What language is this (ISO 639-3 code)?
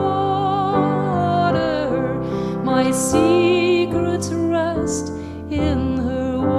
fry